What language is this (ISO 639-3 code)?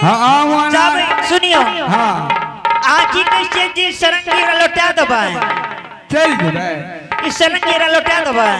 anp